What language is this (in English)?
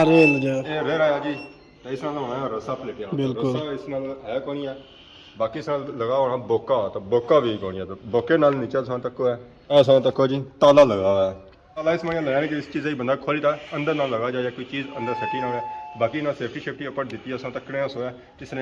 Pahari-Potwari